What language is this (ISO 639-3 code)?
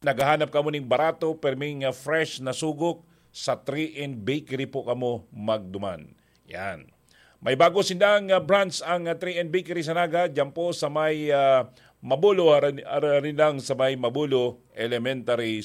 bik